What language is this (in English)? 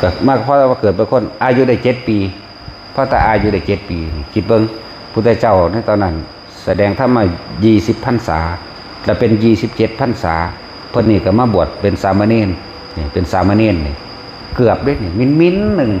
Northeastern Thai